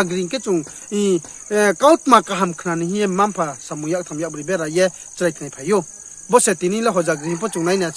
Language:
Riang (India)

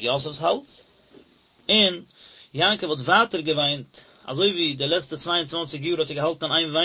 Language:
Yiddish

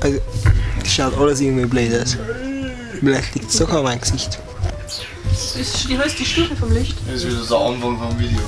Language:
Bavarian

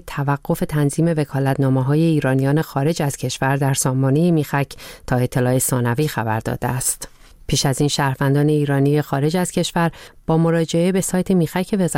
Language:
Persian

